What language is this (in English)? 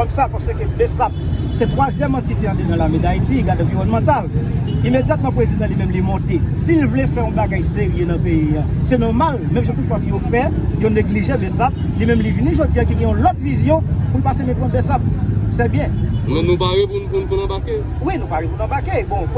Haitian Creole